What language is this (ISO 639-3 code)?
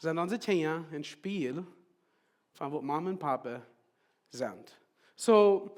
pdt